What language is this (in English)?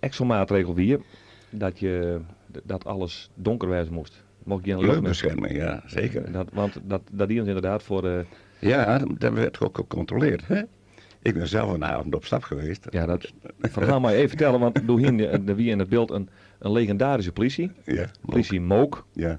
Western Frisian